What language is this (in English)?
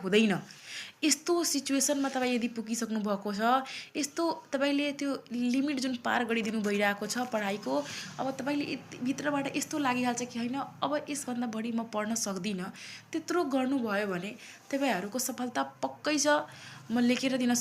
Nepali